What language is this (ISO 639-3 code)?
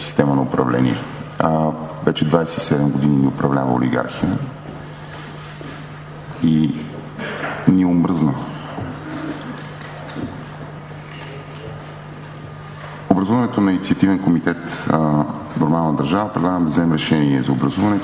bul